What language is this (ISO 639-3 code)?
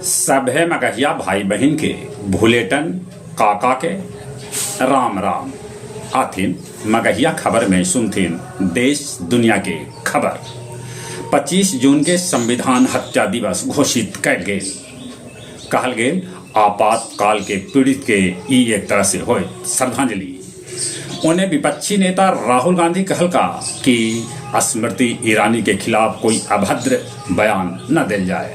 mag